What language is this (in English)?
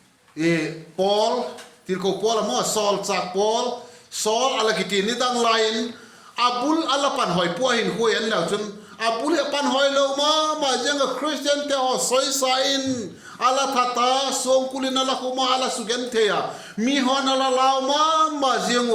Vaiphei